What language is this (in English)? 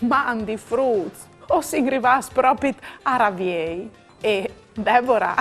Friulian